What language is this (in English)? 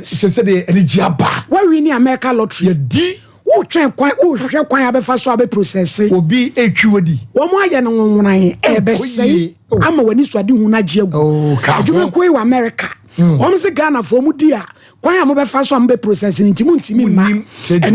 Akan